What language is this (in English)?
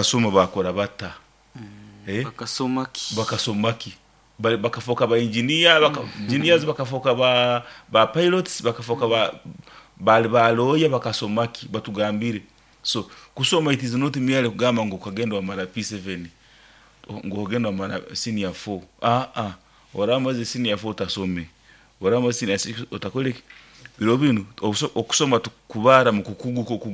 Nyoro